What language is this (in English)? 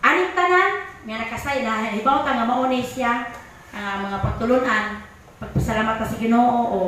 Cebuano